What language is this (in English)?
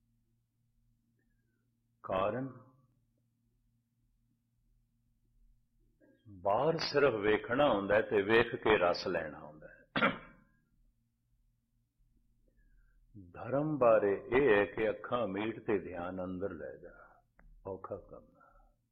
Punjabi